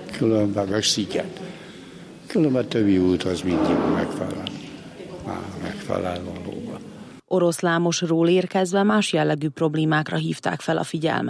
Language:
Hungarian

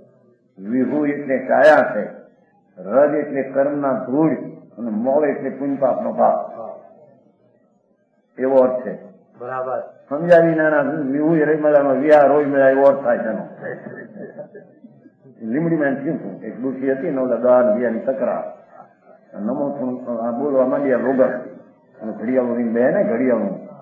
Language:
Gujarati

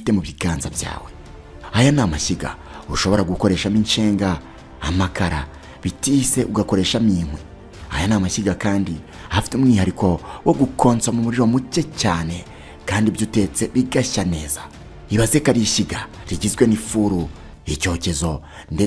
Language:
Kinyarwanda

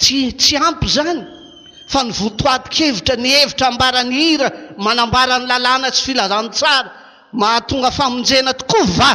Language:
Malagasy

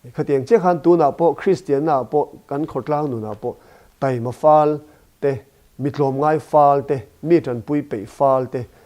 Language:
Mizo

